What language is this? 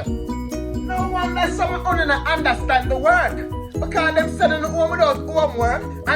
Jamaican Creole English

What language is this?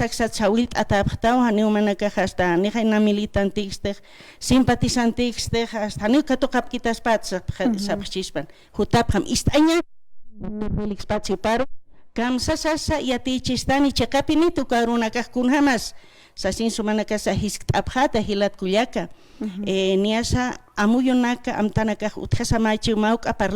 Aymara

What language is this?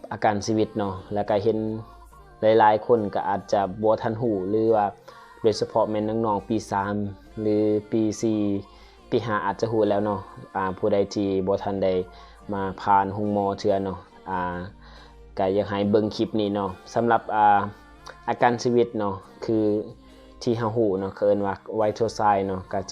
Lao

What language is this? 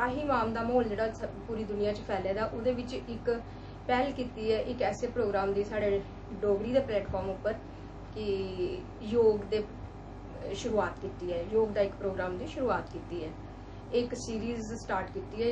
Dogri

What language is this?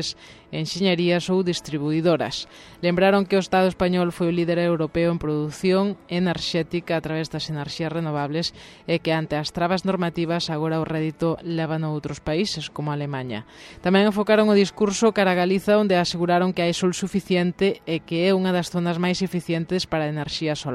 Galician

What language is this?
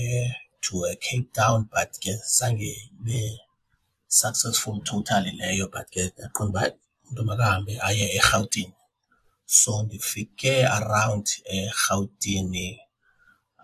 Xhosa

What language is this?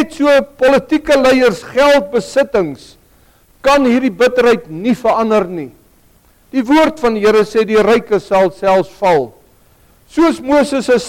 Afrikaans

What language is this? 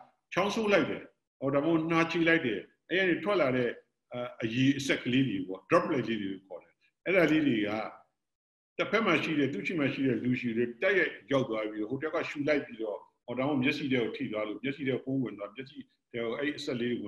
Burmese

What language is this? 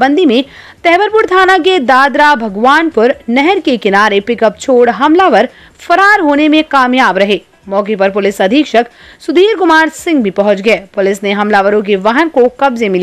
Hindi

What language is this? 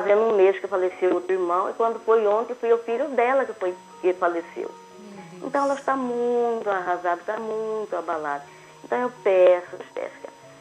Portuguese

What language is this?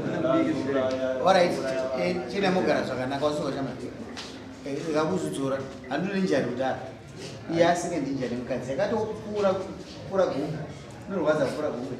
Shona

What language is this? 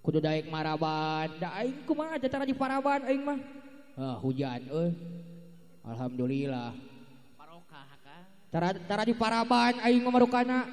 Sundanese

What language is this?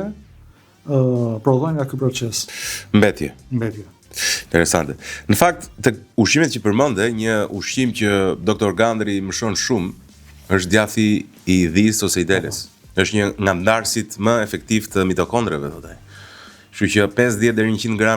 Albanian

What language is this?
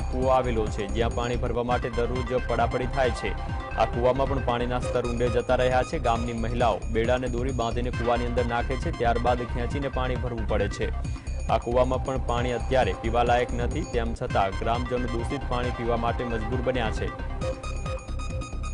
Gujarati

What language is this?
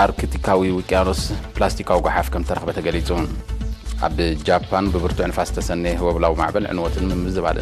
Tigrinya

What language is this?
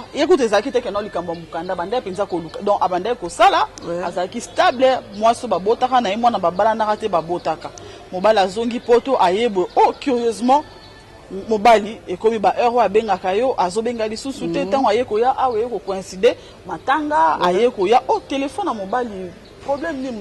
Lingala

